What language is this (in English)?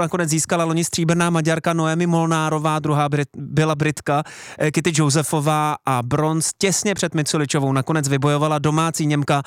Czech